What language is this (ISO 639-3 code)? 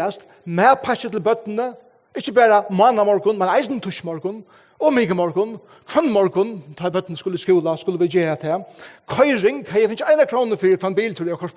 fao